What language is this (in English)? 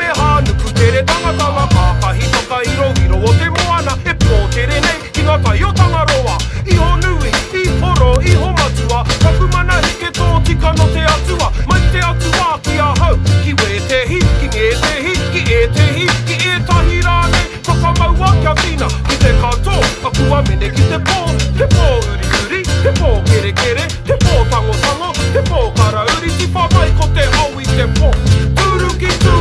Māori